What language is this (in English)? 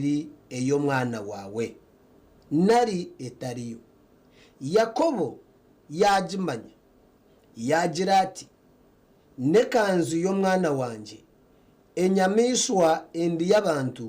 Nyankole